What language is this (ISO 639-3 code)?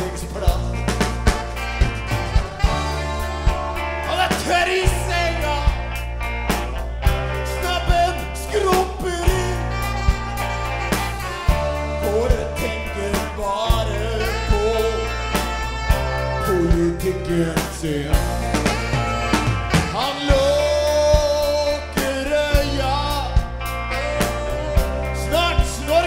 nor